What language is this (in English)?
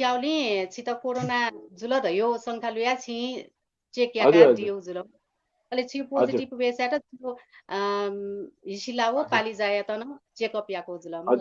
Newari